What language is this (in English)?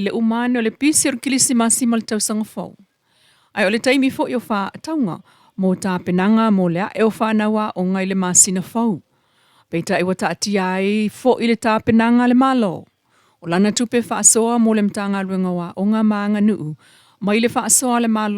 Samoan